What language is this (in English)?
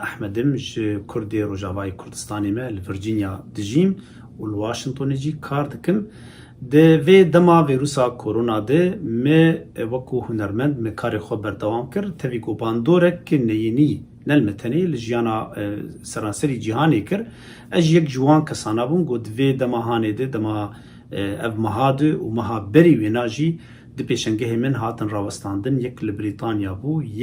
Kurdish